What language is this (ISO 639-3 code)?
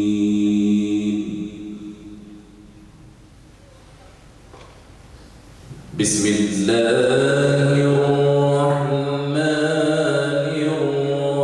bos